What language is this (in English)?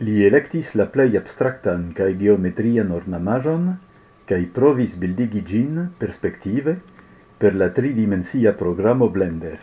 Esperanto